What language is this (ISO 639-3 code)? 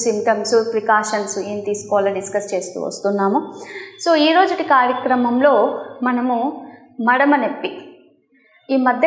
tel